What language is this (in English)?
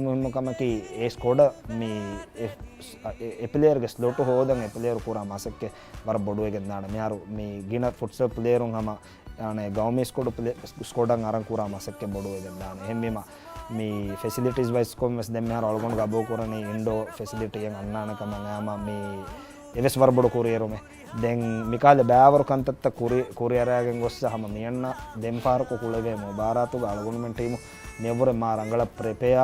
Divehi